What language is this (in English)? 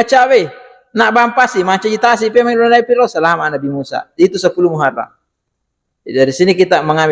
Buginese